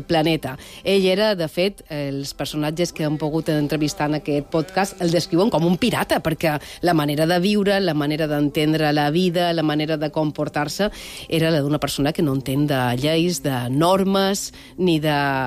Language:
Catalan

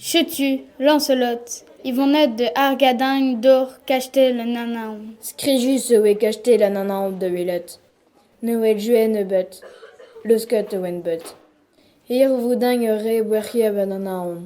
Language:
Breton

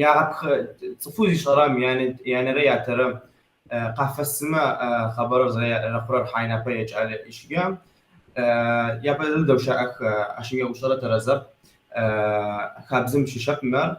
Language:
Kabardian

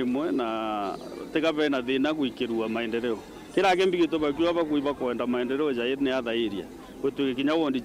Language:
Meru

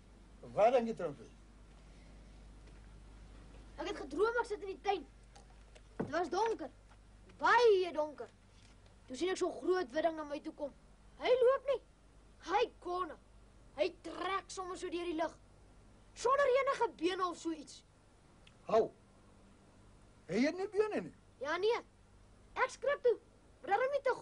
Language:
Afrikaans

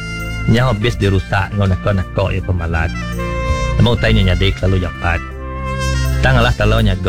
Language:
Iban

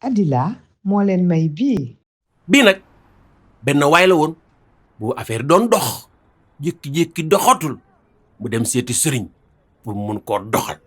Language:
Wolof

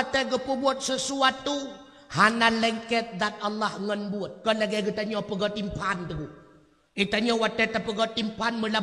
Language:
Achinese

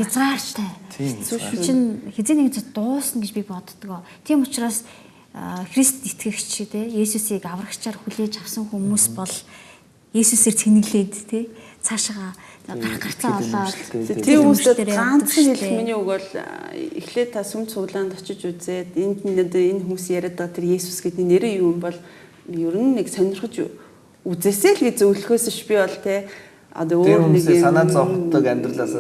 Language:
Mongolian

